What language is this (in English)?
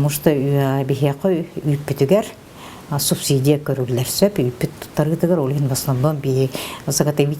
Yakut